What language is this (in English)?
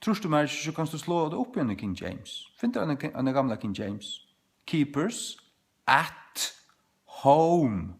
Faroese